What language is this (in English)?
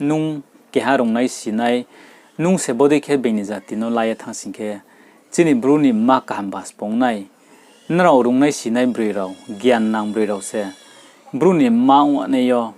Riang (India)